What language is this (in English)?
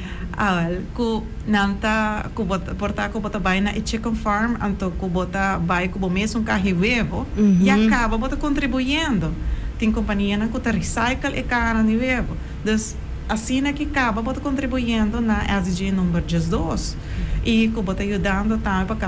Papiamento